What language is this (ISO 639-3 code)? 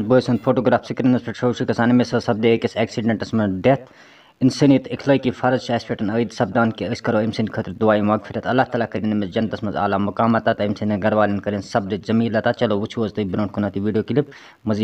kas